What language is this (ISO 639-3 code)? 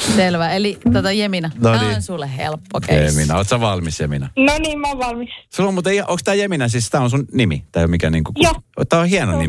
fin